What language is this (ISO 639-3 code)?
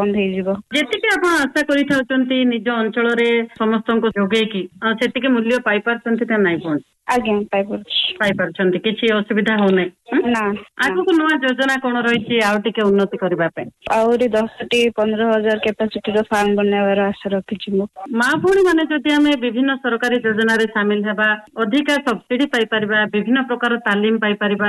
ori